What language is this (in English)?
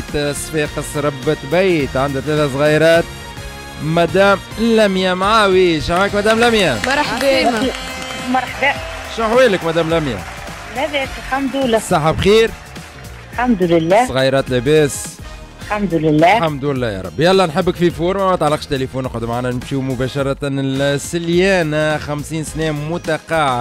Tunisian Arabic